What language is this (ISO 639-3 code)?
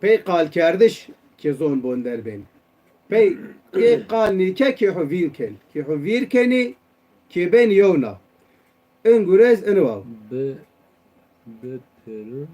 zza